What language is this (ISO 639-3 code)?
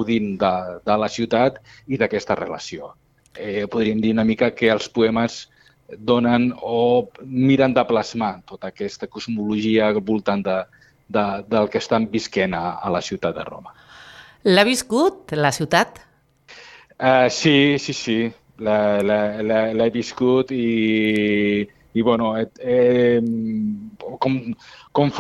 cat